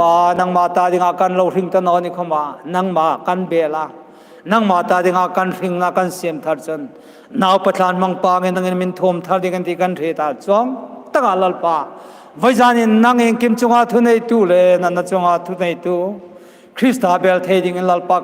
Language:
Hmar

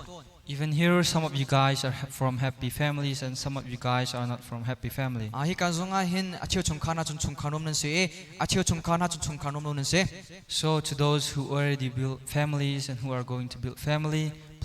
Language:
Hakha Chin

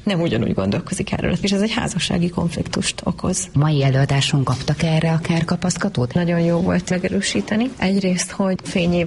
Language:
Hungarian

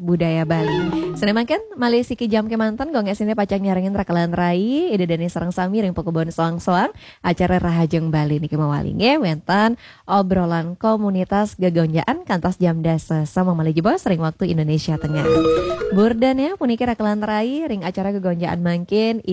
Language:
Balinese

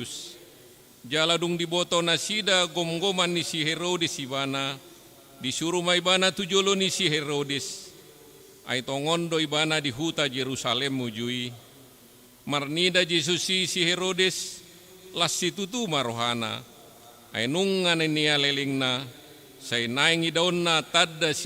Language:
Batak Toba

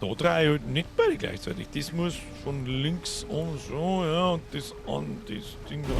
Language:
Bavarian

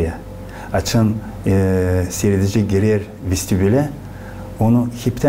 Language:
Gagauz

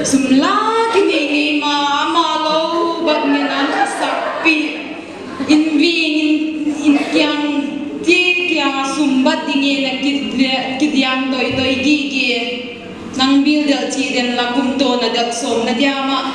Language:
Paite Chin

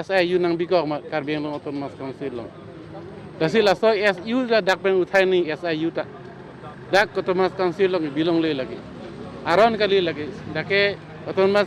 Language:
Karbi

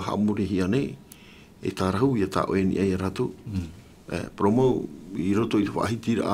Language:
Tahitian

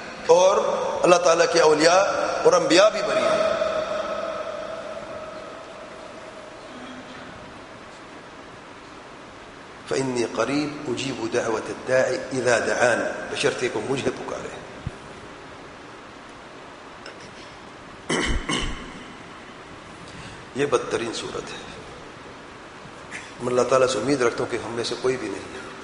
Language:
Urdu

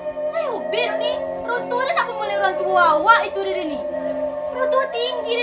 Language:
Minangkabau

